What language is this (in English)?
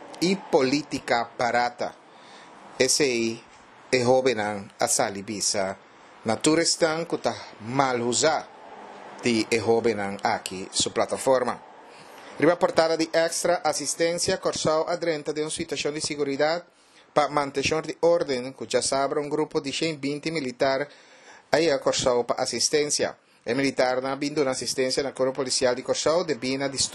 Papiamento